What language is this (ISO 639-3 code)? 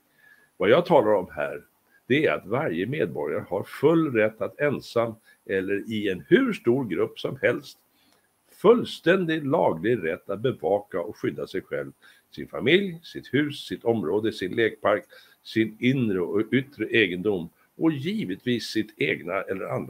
swe